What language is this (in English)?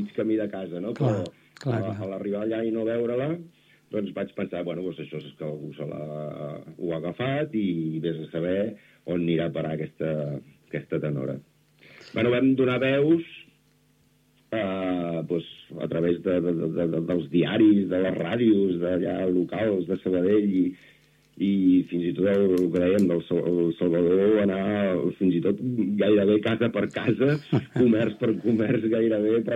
Catalan